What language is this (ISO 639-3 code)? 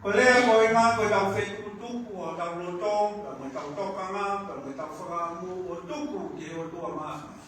ton